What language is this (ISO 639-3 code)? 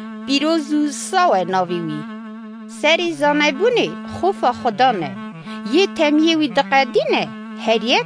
kur